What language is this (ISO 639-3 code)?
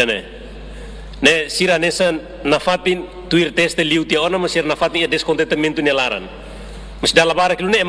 tet